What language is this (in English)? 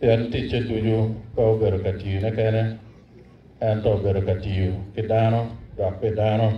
Acoli